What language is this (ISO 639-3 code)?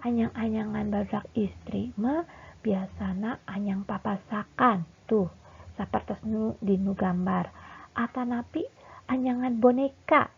sun